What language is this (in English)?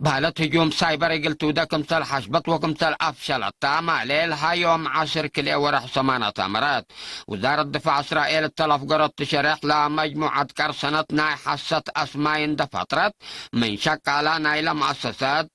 Tigre